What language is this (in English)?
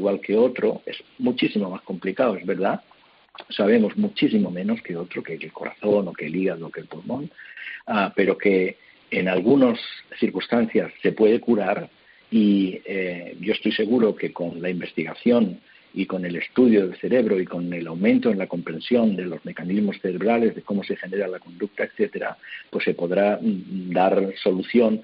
Spanish